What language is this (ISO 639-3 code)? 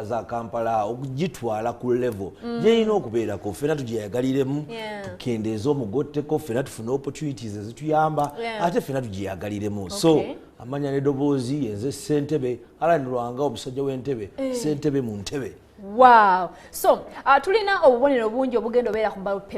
lug